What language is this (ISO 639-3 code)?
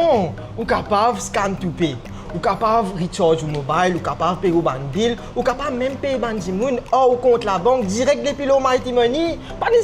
mfe